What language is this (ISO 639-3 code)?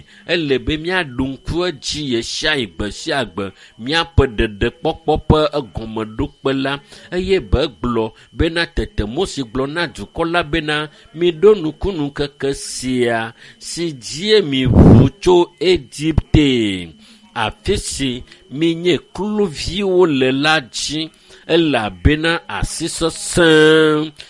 ewe